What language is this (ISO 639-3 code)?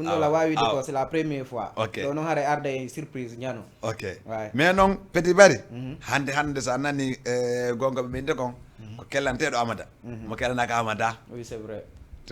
ful